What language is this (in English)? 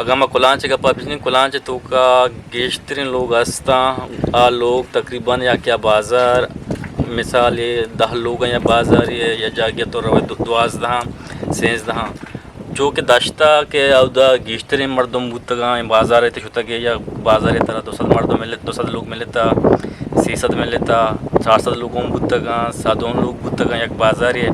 Eastern Balochi